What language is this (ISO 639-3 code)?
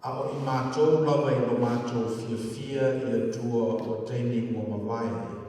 smo